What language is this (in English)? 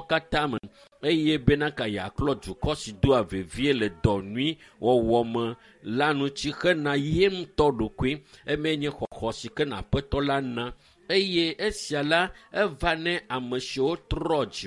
Ewe